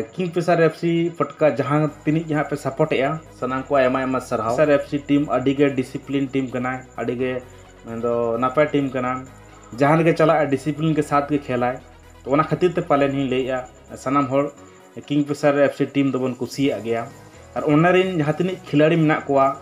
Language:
Santali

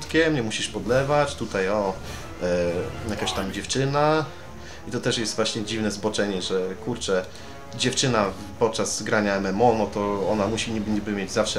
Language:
Polish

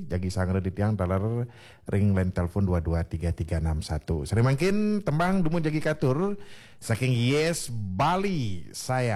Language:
Balinese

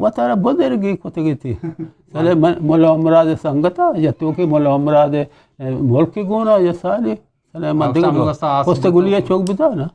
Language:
Eastern Balochi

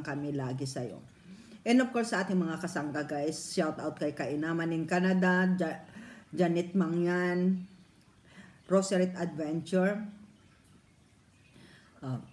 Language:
Filipino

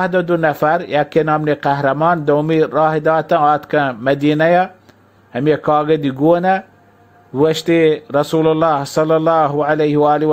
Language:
Baluchi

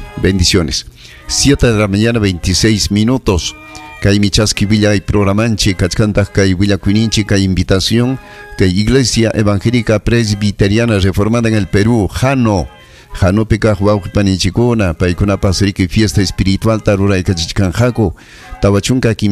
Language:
Ayacucho Quechua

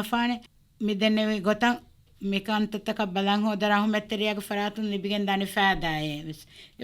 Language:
Divehi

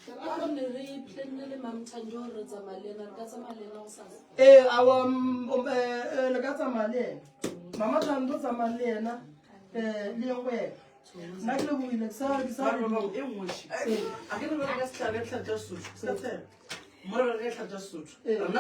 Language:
Northern Sotho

